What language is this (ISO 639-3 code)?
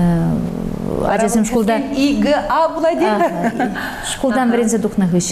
chv